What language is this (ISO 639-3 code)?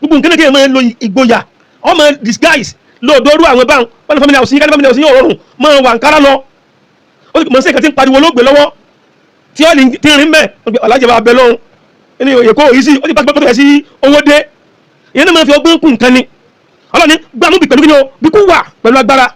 yor